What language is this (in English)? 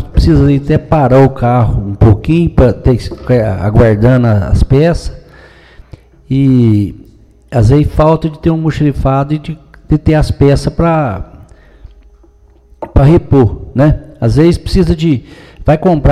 Portuguese